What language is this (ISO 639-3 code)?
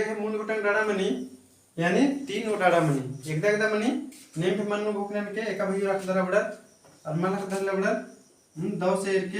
kru